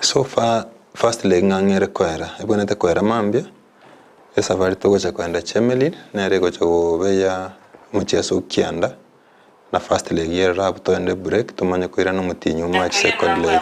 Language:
Gusii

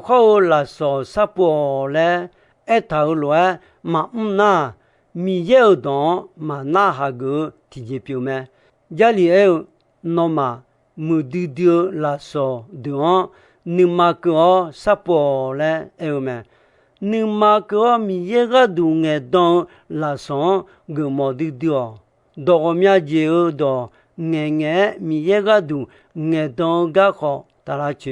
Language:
Akha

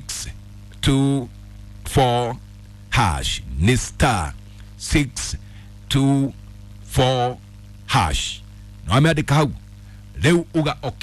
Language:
Kikuyu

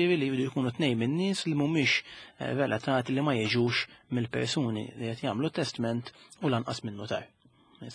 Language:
Maltese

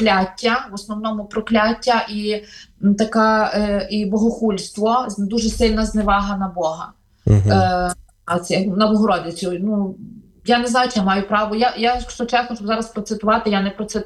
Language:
Ukrainian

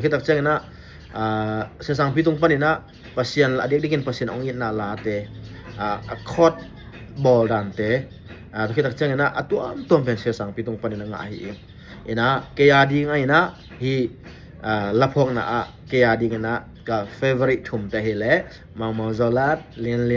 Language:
Tedim Chin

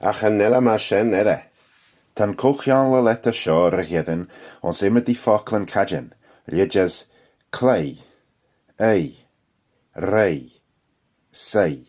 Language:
Manx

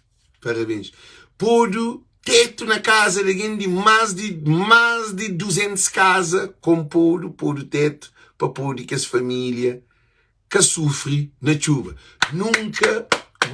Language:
Kabuverdianu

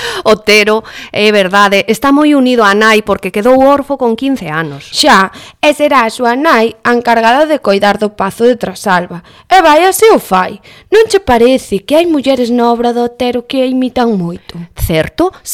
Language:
Galician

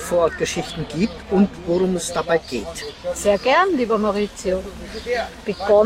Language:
German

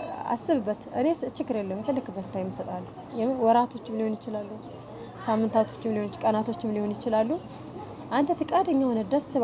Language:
Amharic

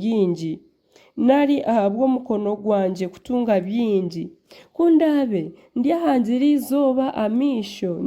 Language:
Nyankole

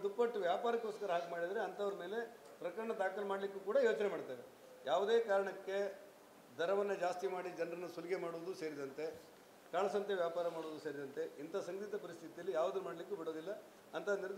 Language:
Kannada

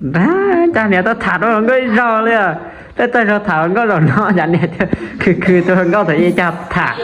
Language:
Hmong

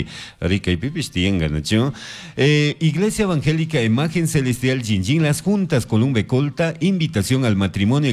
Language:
Chimborazo Highland Quichua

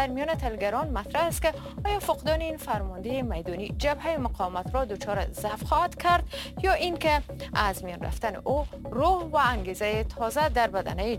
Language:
Persian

